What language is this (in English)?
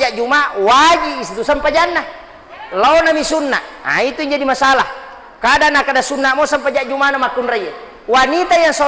Buginese